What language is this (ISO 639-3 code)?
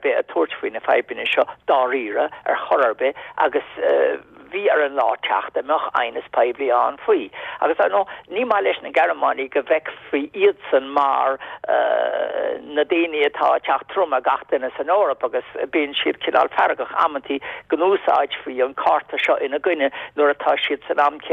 gle